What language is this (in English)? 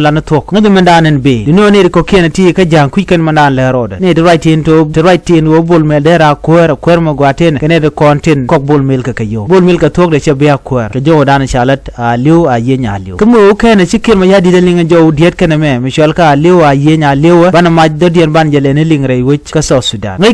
Nuer